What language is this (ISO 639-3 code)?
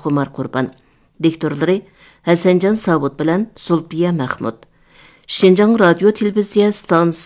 uig